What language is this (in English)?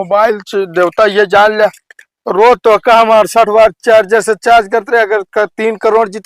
Awadhi